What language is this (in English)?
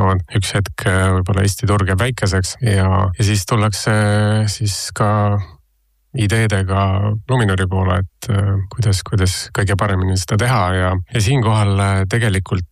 Estonian